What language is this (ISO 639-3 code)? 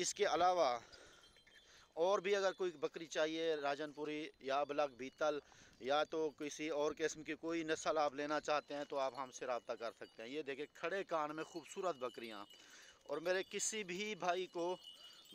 urd